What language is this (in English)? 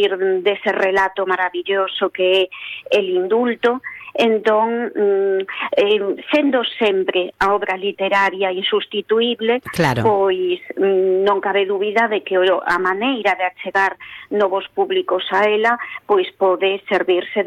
Galician